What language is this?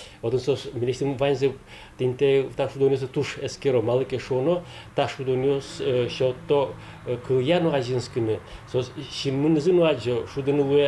Udmurt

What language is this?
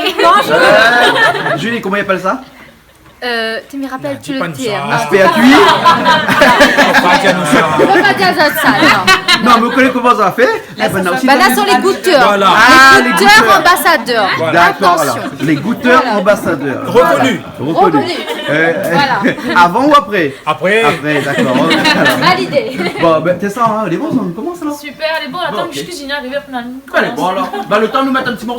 Réunion Creole French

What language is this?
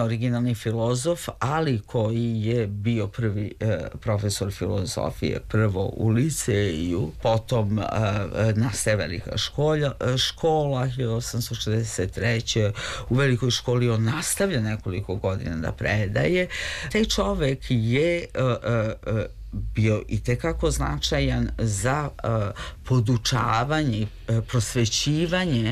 Serbian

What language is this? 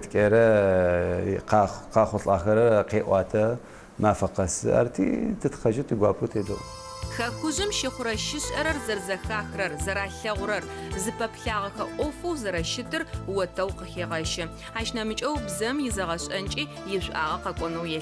Adyghe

